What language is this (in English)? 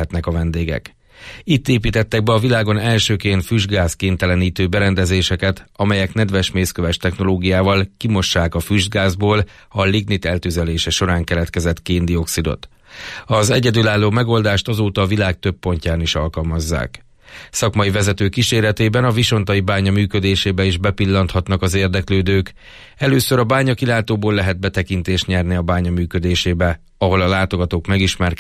Hungarian